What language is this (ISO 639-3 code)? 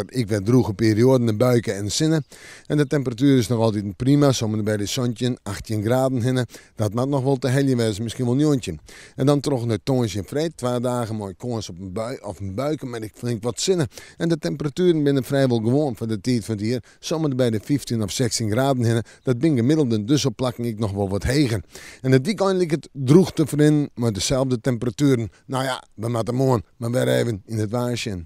fry